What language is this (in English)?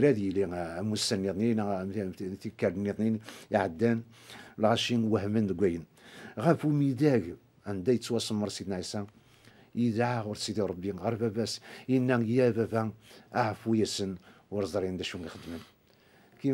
Kabyle